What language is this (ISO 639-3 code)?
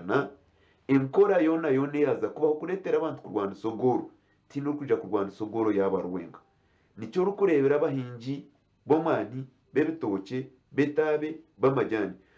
nyn